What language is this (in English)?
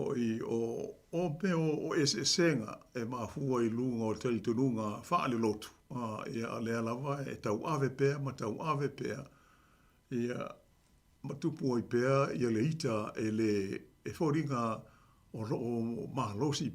Samoan